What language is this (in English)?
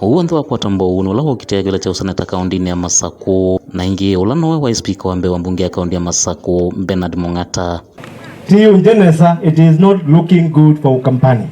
Kamba